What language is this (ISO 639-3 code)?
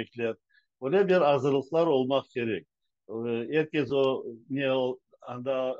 crh